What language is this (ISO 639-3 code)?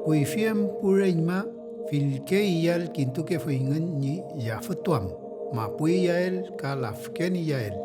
arn